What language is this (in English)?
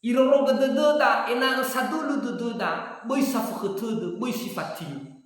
Nias